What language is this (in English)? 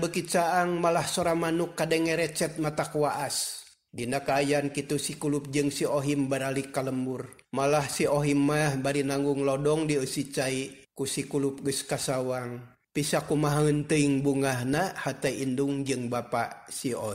Sundanese